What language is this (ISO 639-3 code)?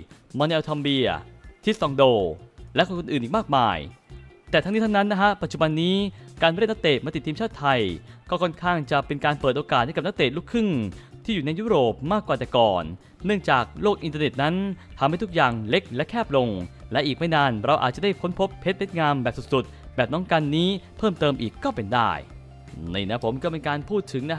tha